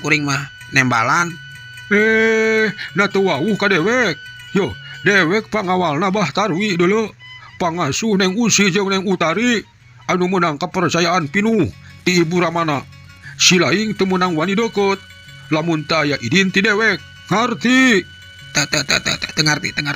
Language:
Sundanese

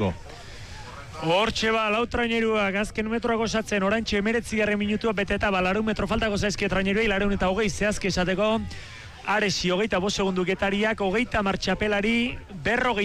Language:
Basque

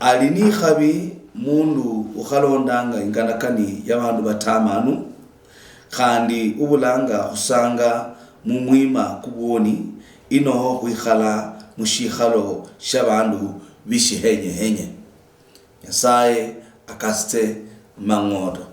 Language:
Luyia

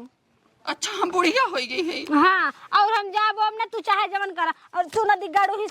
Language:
Awadhi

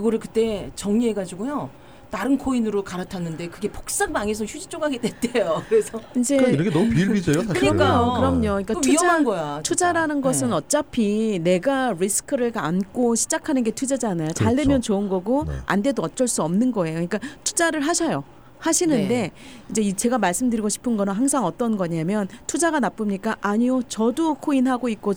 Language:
Korean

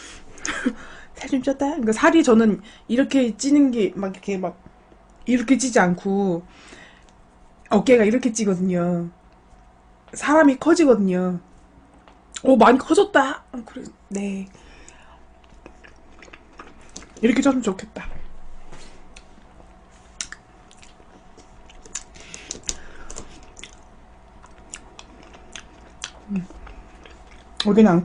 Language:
Korean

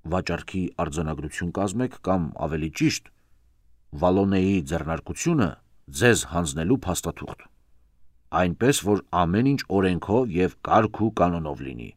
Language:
Armenian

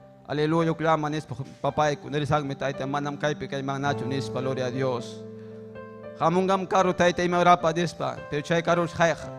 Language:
Ayacucho Quechua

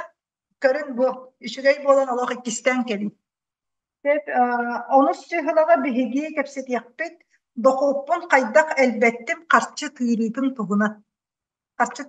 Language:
Yakut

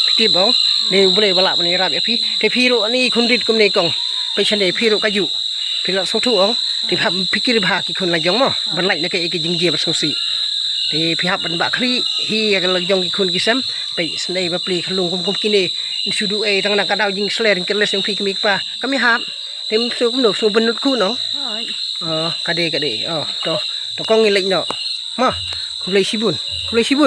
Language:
Khasi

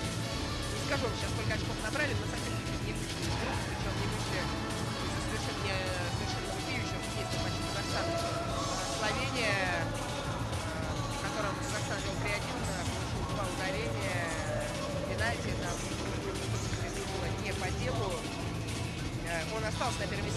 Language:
Russian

